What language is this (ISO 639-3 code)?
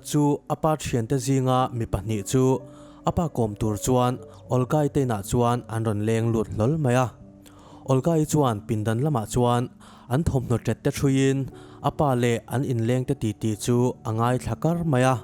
lus